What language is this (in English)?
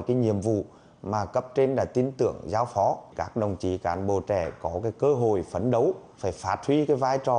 Vietnamese